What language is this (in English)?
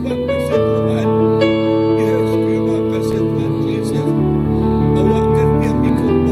Iban